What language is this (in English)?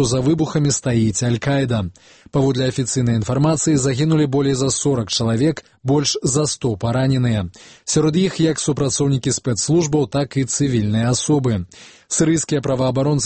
Belarusian